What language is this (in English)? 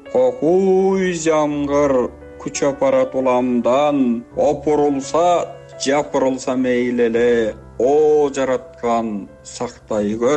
Kyrgyz